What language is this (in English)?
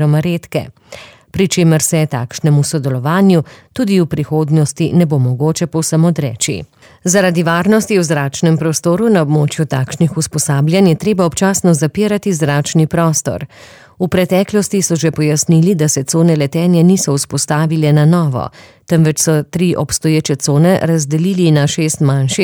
Slovenian